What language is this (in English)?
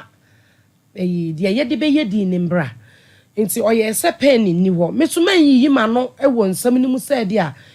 Akan